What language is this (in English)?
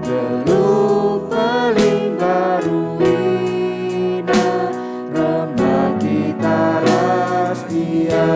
Batak Karo